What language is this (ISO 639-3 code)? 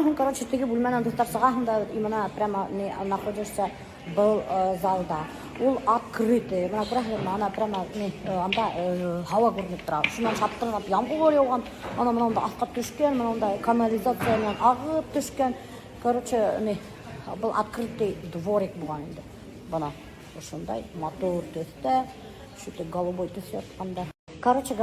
bak